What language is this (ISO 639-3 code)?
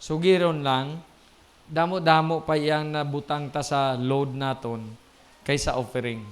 hil